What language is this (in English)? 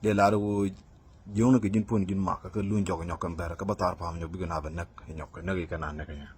Nuer